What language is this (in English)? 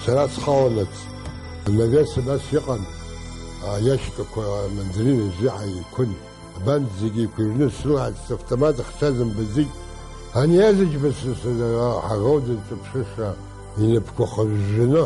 Abkhazian